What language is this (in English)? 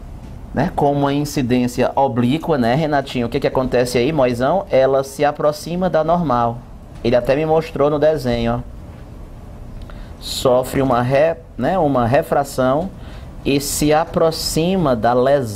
Portuguese